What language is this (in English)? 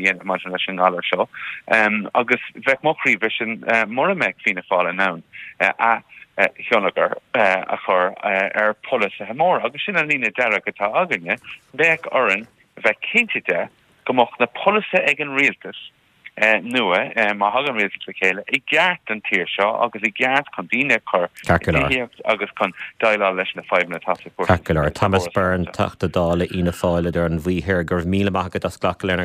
Irish